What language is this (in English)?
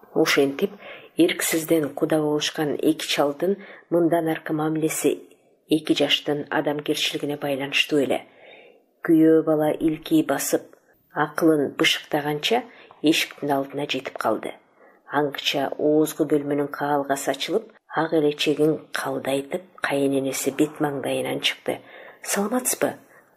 Kyrgyz